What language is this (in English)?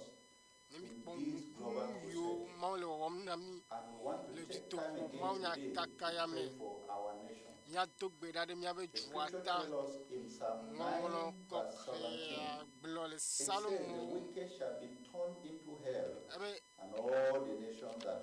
Ewe